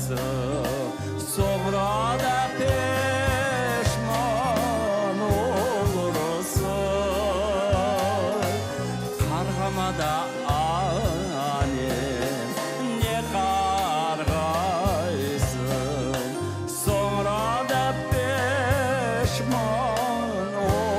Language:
Crimean Tatar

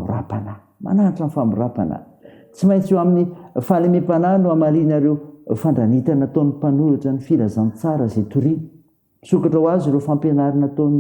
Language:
Malagasy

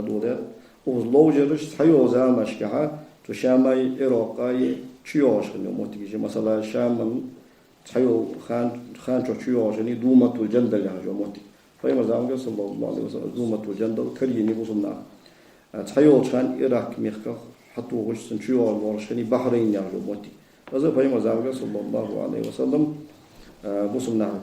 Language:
Ingush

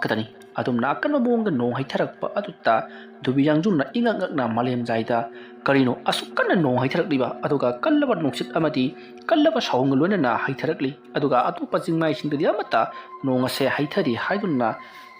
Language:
Manipuri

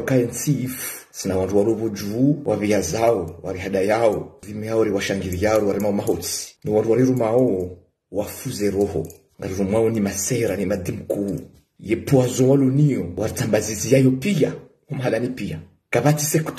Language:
Ngazidja Comorian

